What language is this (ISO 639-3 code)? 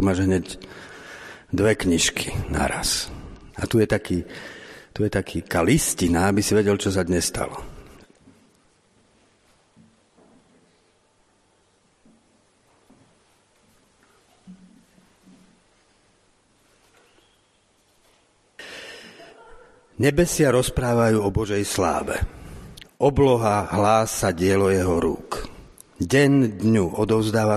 slk